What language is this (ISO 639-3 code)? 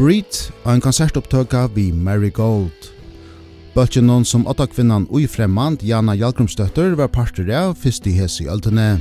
fao